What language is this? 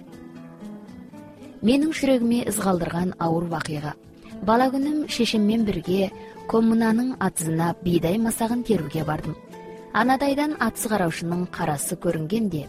Kazakh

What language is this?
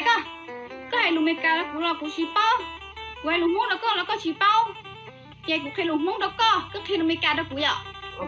Hmong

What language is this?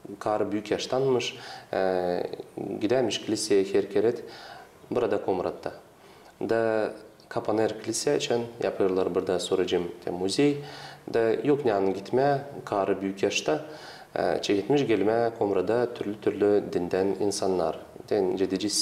Gagauz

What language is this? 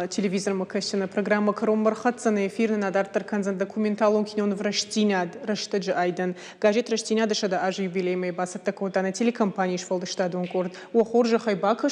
Ossetic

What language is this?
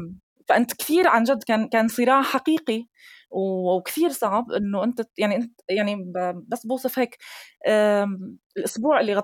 North Levantine Arabic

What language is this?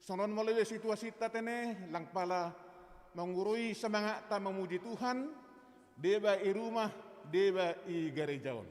Batak Simalungun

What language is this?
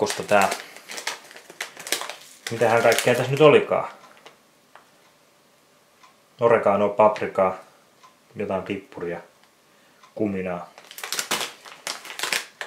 Finnish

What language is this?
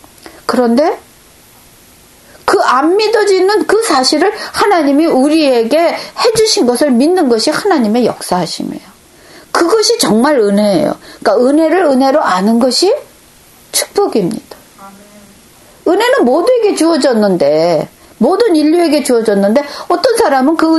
Korean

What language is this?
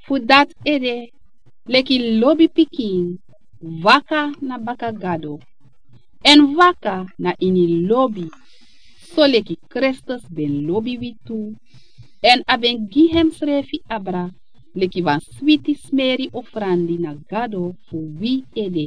Sranan Tongo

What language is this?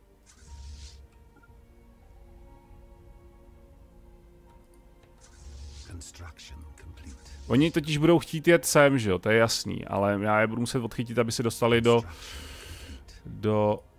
Czech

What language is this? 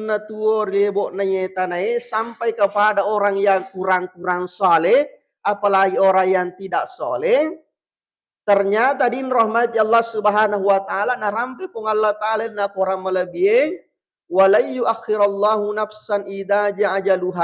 Buginese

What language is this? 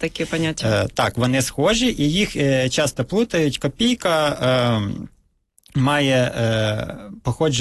Ukrainian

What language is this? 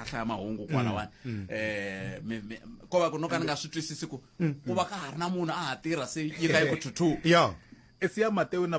Tsonga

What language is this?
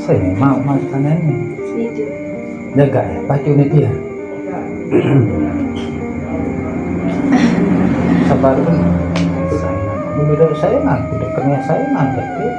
Sasak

